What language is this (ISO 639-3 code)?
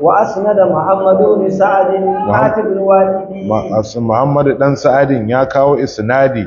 hau